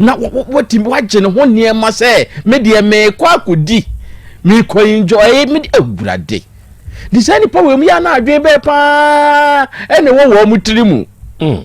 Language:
Akan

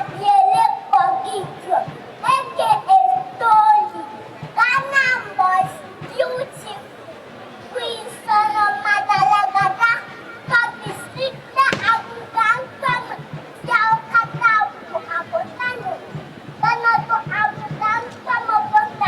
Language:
Ewe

